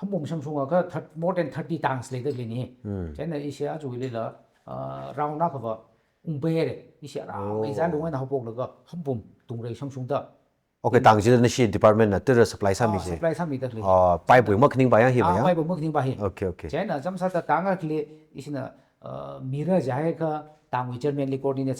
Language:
Tangkhul Naga (India)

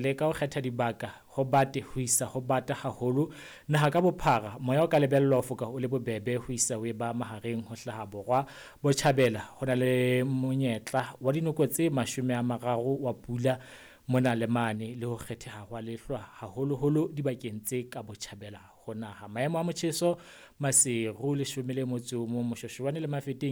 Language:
Southern Sotho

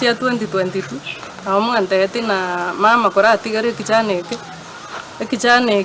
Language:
Gusii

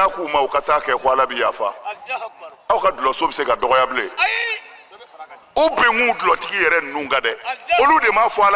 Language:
Bambara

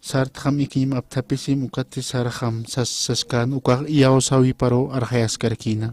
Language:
Aymara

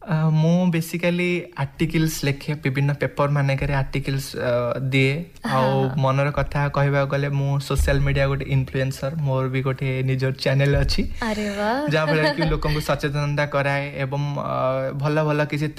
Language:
Odia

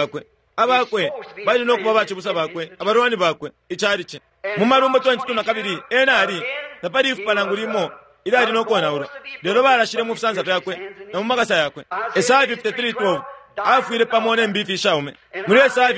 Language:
Bemba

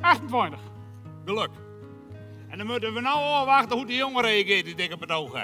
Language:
Western Frisian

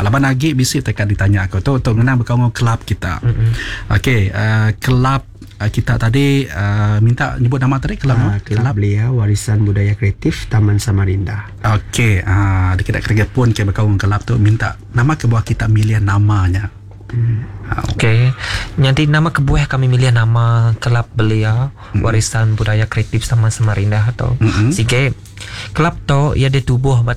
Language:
Iban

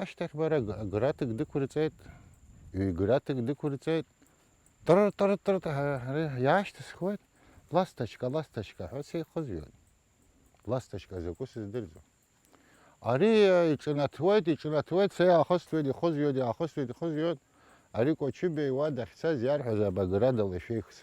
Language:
Abkhazian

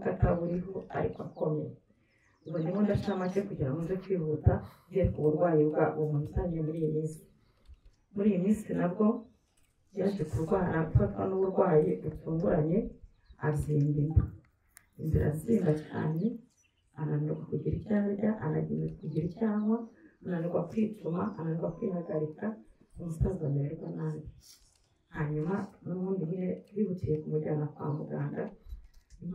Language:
Kinyarwanda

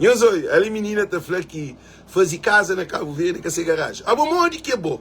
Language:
Kabuverdianu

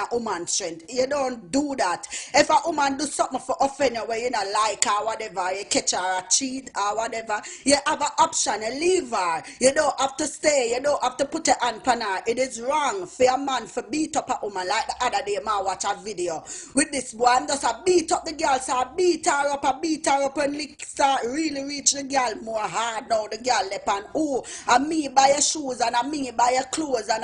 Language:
Jamaican Creole English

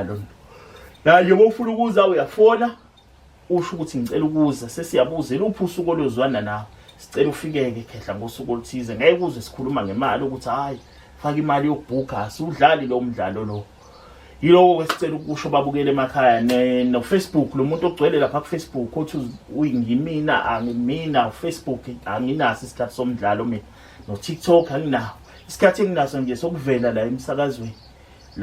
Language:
Zulu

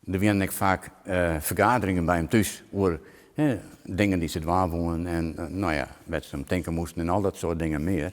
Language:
Western Frisian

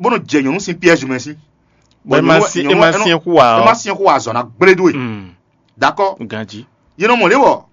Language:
Fon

